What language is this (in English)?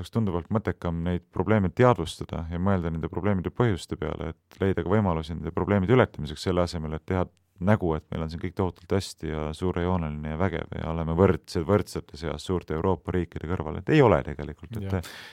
Estonian